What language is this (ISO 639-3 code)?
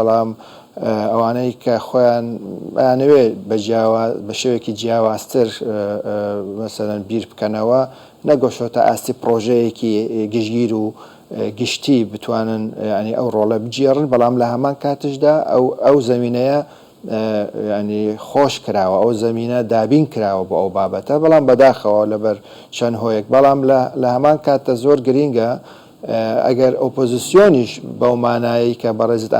ckb